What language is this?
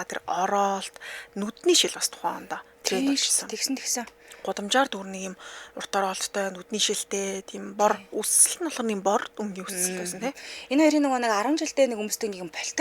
Mongolian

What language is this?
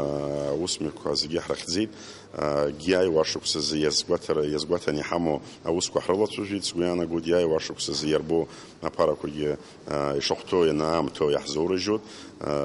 Abkhazian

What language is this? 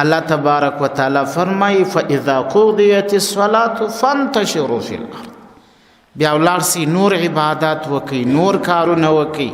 Pashto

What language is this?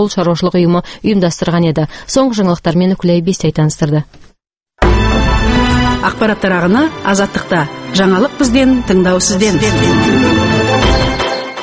Kazakh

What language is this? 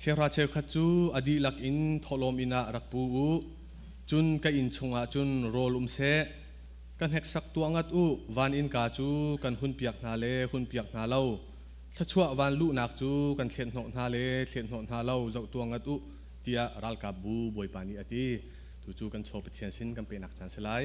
Hakha Chin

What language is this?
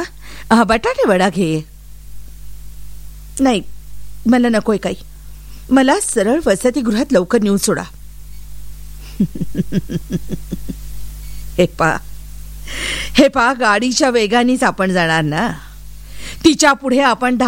Marathi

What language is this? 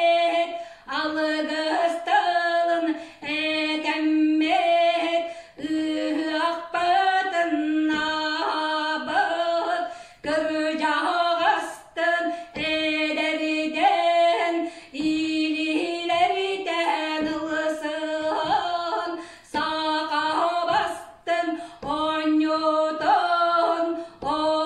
Yakut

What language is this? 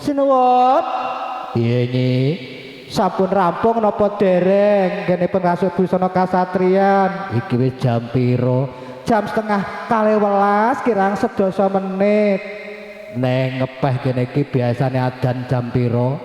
Javanese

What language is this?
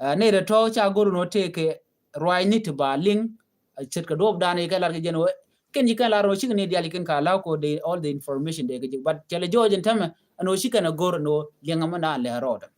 Nuer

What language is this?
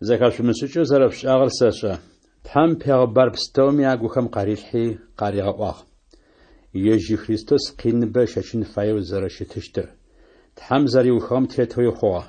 Adyghe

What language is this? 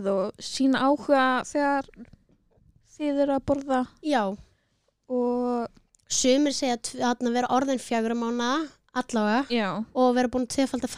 Icelandic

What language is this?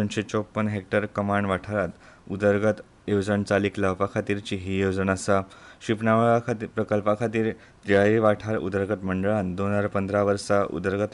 Konkani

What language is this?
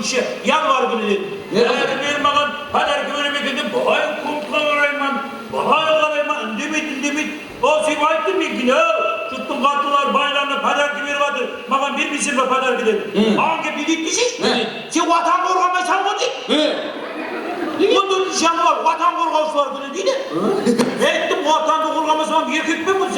Kara-Kalpak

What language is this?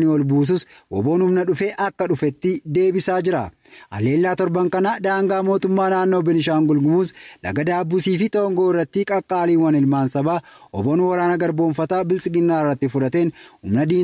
Oromo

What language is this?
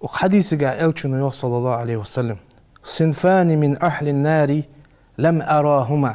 Ingush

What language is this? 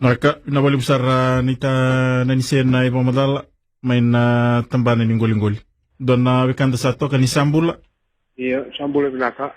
Fijian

